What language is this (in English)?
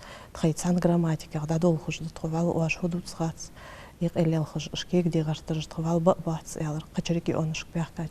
Ingush